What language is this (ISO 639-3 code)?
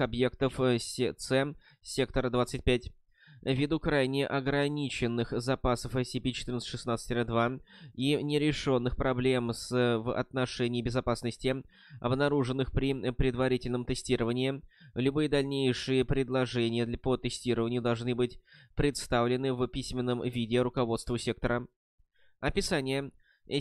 rus